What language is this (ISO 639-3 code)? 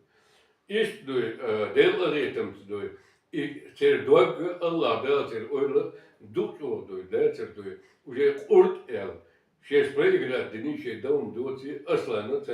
che